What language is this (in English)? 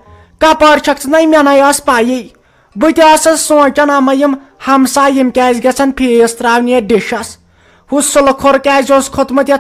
Kashmiri